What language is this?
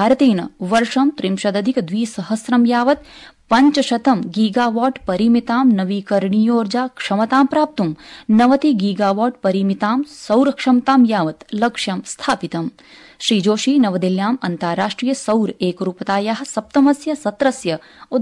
Sanskrit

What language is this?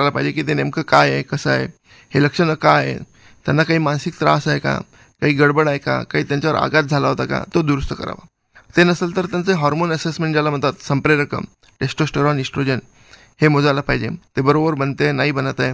Marathi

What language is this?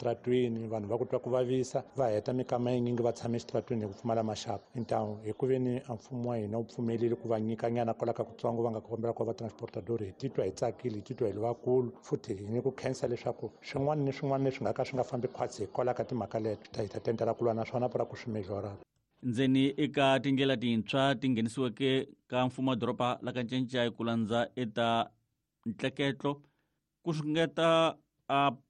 Tsonga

